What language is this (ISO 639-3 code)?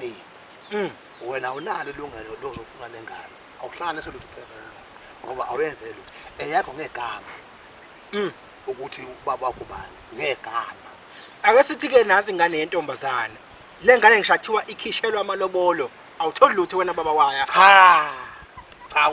zul